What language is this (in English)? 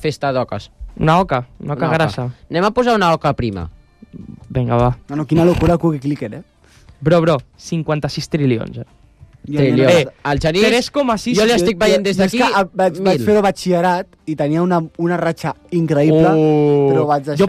Catalan